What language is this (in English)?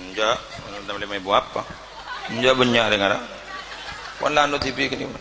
Madurese